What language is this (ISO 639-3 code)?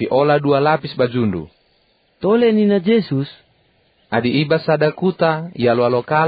btx